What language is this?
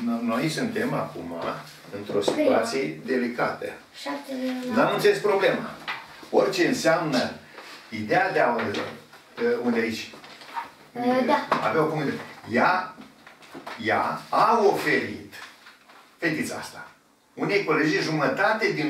Romanian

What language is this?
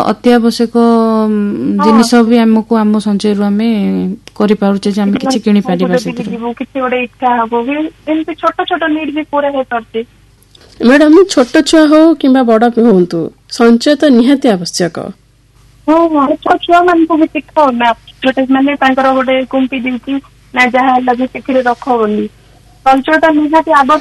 Odia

